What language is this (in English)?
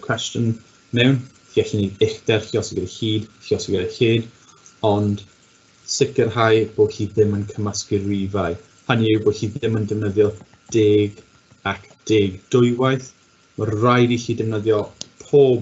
Welsh